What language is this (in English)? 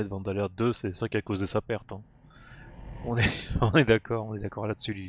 French